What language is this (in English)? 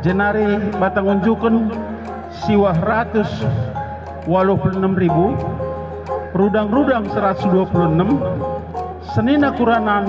Batak Karo